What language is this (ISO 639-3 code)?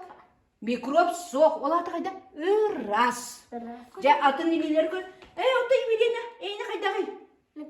sah